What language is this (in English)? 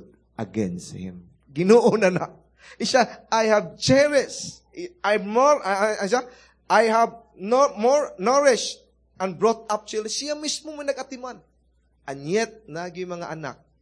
Cebuano